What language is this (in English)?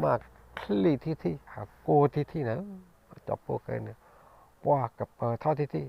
S'gaw Karen